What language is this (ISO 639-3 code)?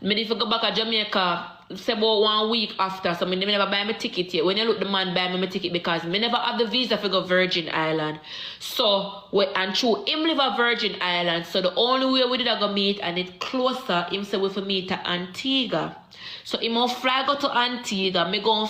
jam